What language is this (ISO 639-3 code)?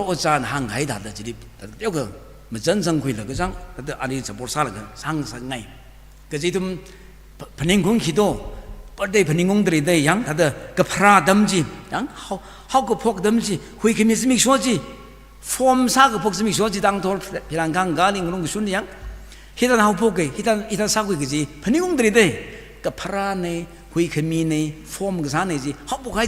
nmf